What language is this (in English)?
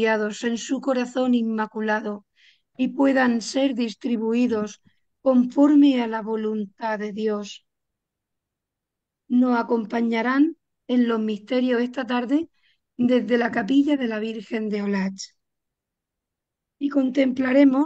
Spanish